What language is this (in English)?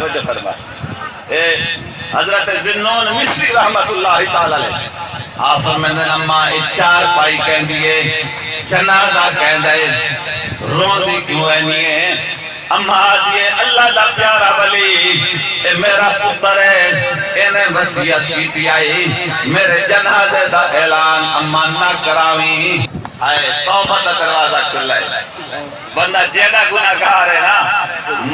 Saraiki